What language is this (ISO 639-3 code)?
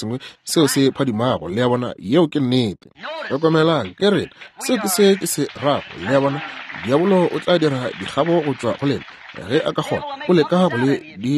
nso